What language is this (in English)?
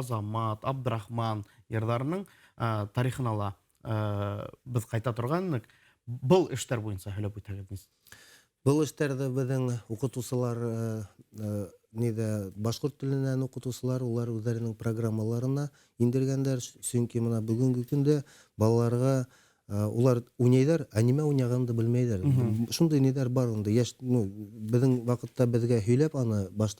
Bashkir